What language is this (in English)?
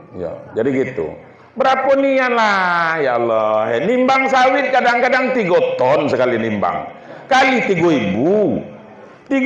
Minangkabau